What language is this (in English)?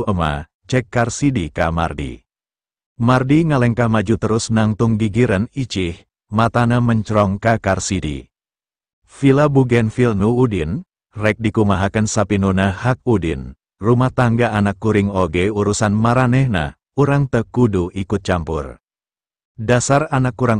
Sundanese